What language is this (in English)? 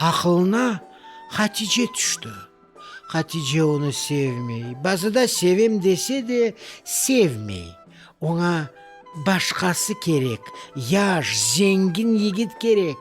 Crimean Tatar